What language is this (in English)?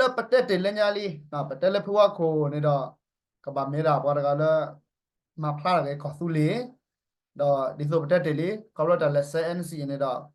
S'gaw Karen